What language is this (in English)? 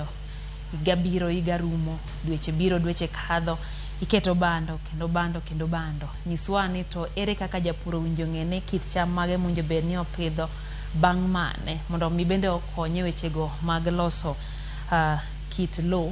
Luo (Kenya and Tanzania)